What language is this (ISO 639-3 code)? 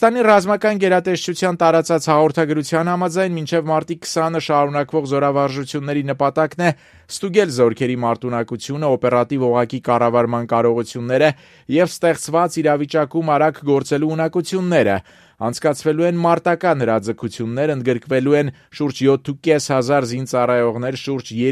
hye